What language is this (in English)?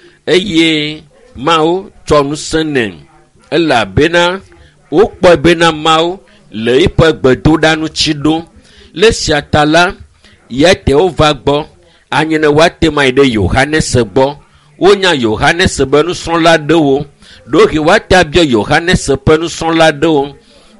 Ewe